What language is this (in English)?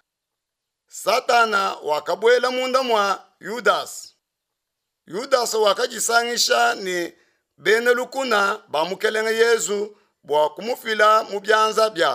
Luba-Lulua